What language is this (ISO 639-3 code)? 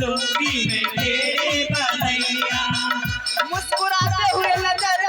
mai